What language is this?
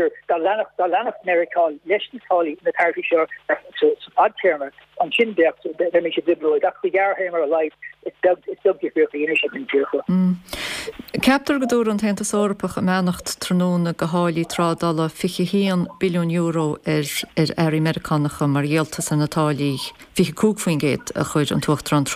Irish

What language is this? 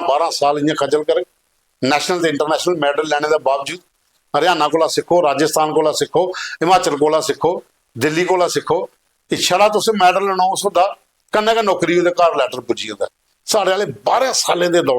Dogri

